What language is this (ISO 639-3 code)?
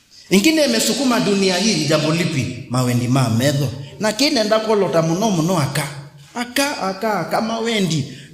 kam